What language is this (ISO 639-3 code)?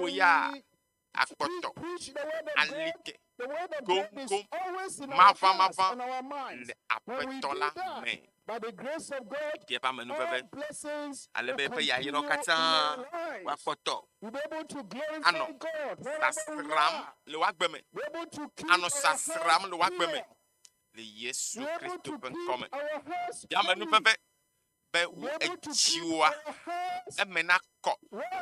ewe